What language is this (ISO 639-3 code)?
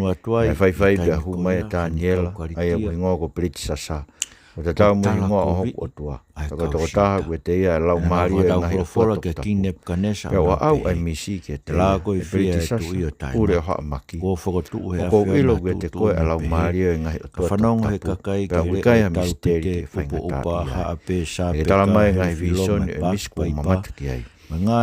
ton